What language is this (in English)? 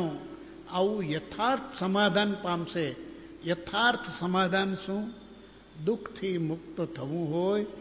Gujarati